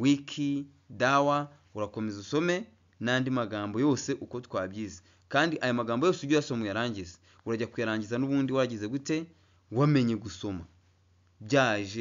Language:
Kinyarwanda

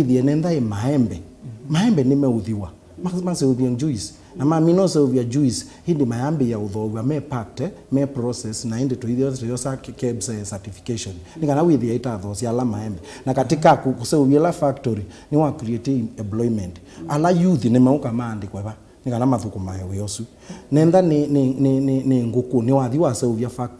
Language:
Kamba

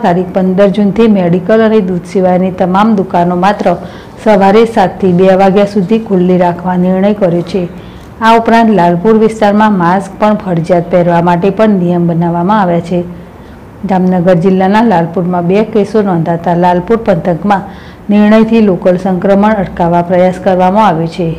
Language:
Gujarati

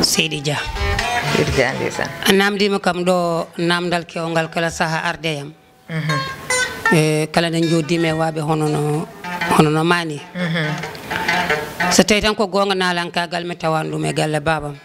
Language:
Fula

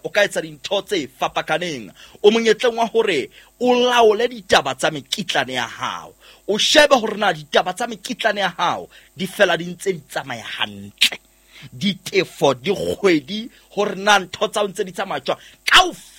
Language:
Southern Sotho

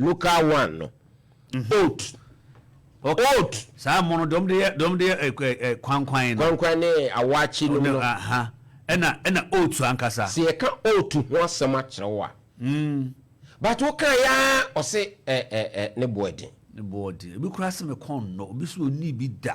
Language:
Akan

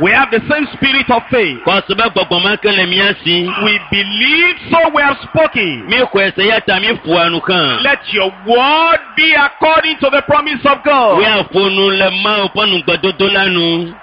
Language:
Ewe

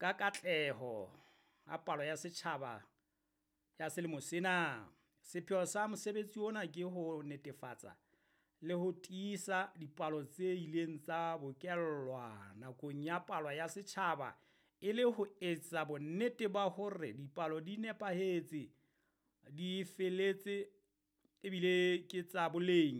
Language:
Southern Sotho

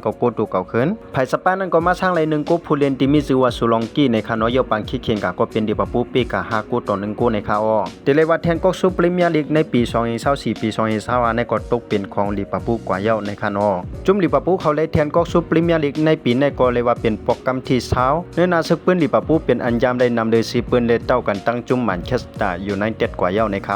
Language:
Shan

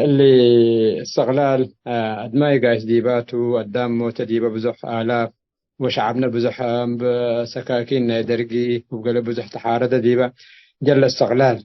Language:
Tigre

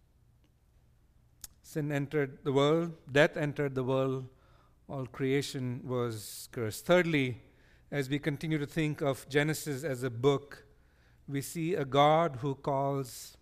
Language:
English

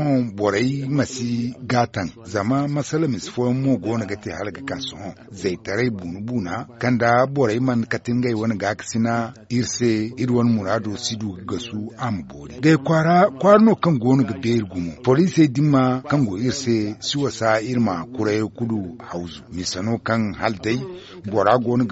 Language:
Zarma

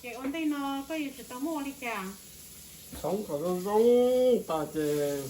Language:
Hmong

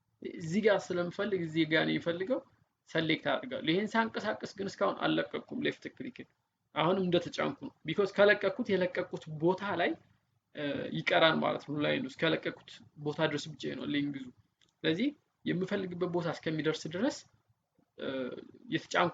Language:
Amharic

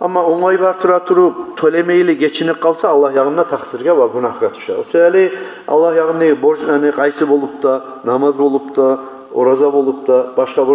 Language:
Kumyk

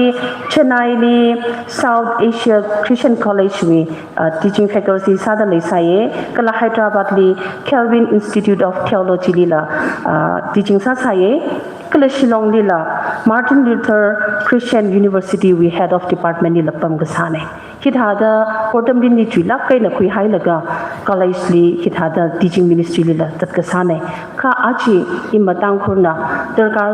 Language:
Tangkhul Naga (India)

